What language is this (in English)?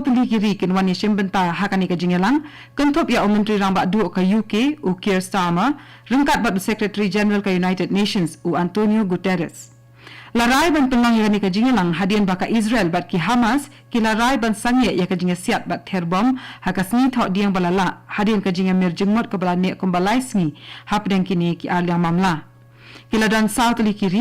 Khasi